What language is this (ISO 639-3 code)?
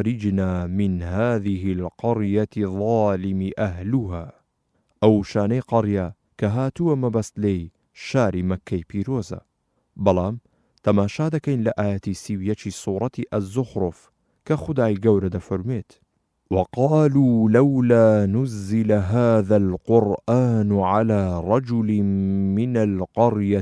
ckb